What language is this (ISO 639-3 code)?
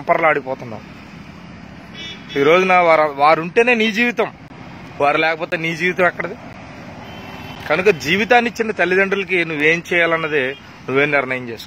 tel